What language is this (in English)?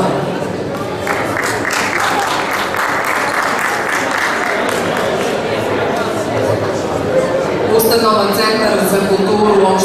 Serbian